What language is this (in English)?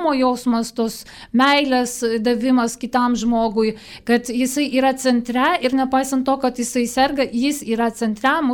Lithuanian